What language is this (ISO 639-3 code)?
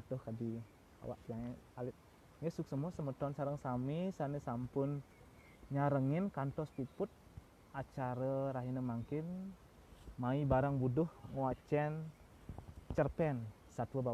ban